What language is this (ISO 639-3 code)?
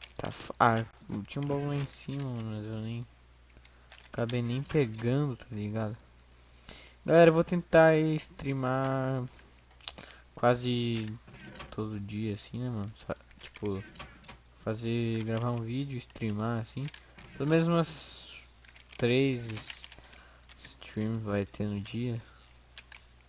por